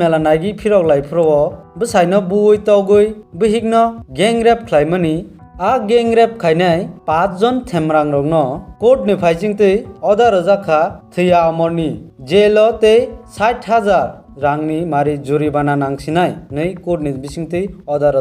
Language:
Kok Borok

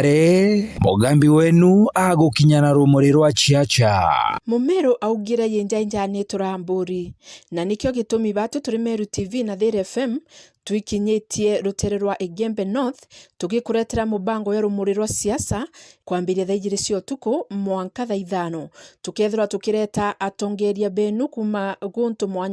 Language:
Meru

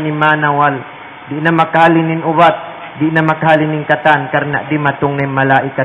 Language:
Tausug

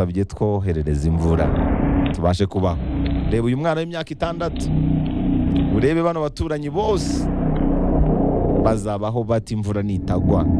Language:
Kinyarwanda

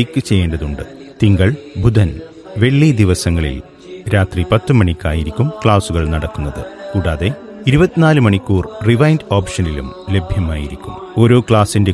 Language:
Malayalam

